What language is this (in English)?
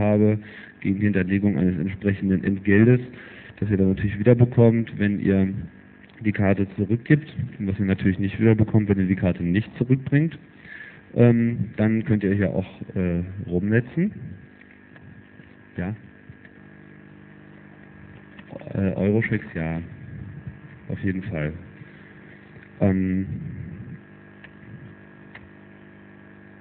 German